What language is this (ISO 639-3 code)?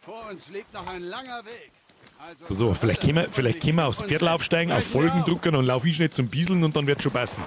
bar